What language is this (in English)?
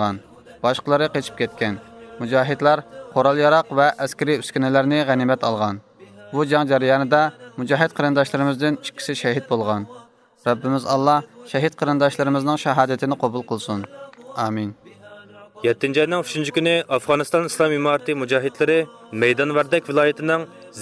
Uyghur